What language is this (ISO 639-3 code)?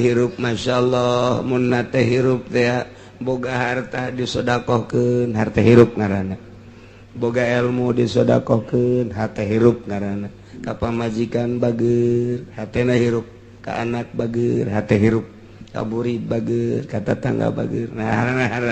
sun